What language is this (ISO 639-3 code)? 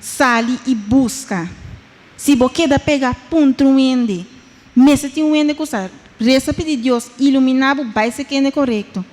pap